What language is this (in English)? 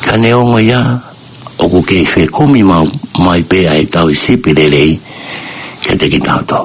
Tongan